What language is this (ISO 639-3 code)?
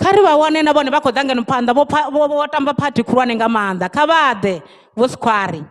ven